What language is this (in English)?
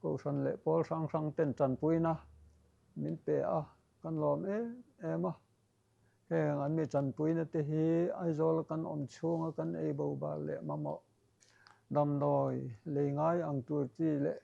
Mizo